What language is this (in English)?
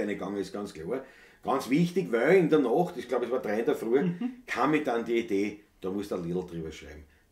Bavarian